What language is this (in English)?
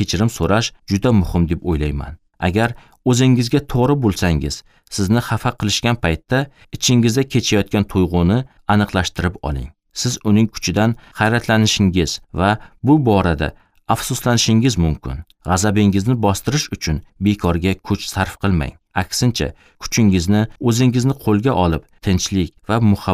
Uzbek